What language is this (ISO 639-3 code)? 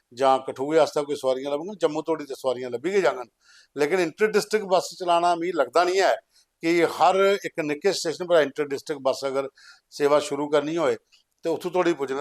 doi